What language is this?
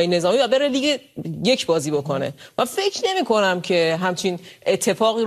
Persian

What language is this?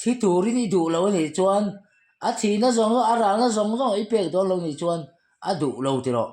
Mizo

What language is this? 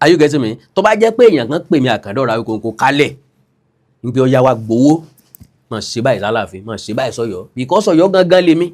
Yoruba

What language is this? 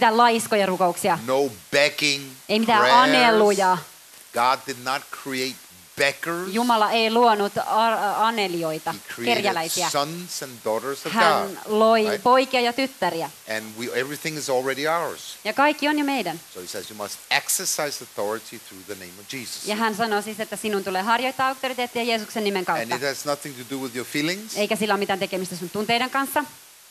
Finnish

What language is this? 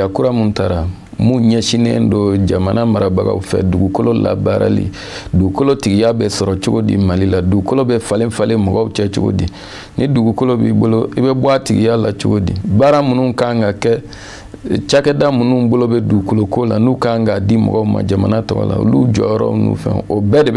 Bambara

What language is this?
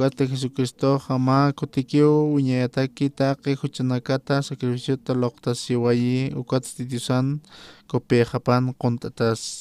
Aymara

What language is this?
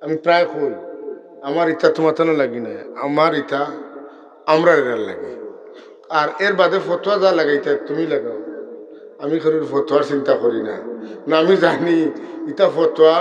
Sylheti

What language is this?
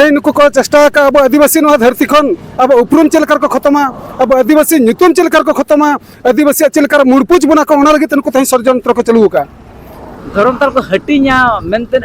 Santali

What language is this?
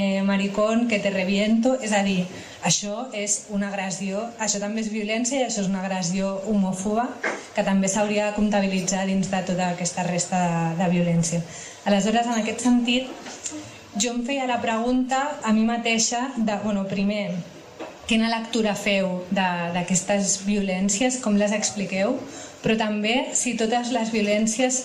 Catalan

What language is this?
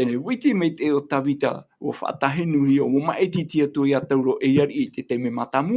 Tahitian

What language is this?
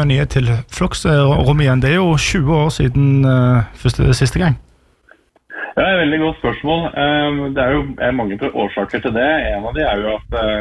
Norwegian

